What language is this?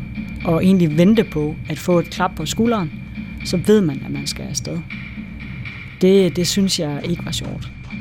Danish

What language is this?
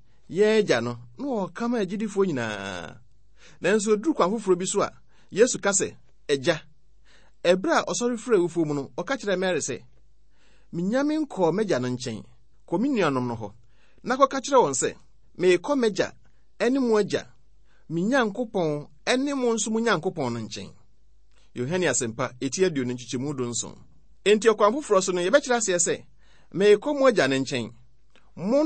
Akan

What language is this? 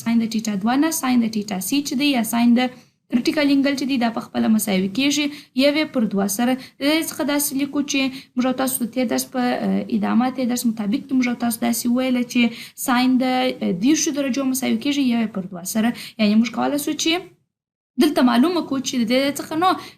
Pashto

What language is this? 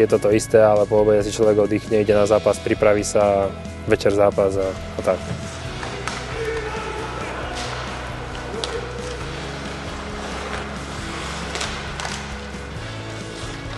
Slovak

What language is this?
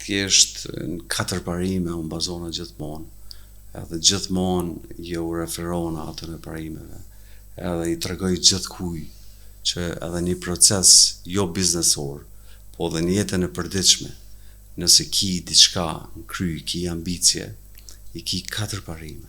Albanian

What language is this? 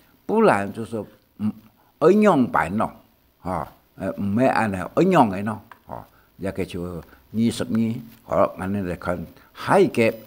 Hakka Chinese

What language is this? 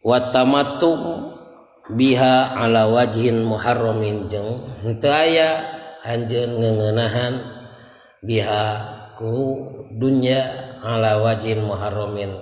Sundanese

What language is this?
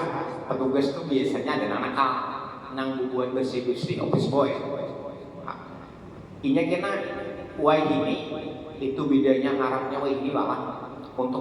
Banjar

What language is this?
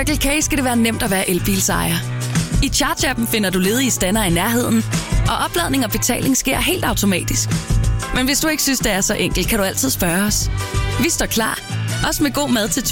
Danish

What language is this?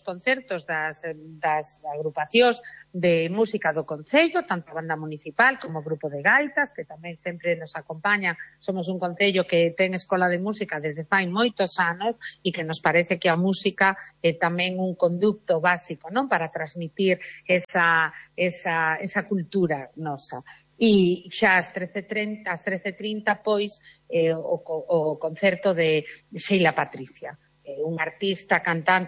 Galician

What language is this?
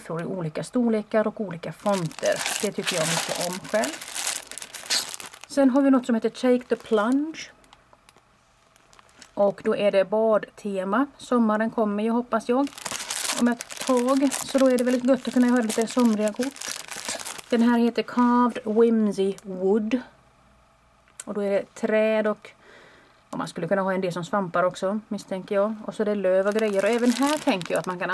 Swedish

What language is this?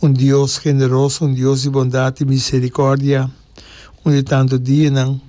Papiamento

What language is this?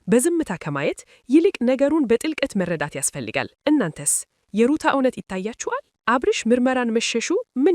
Amharic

